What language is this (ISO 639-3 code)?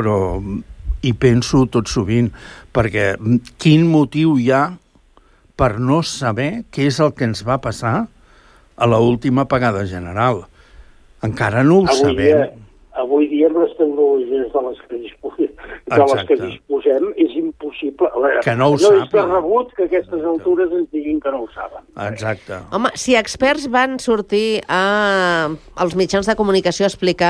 cat